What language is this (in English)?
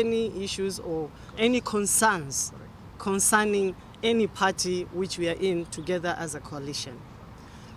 Meru